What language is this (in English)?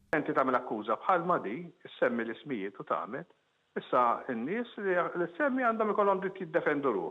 Maltese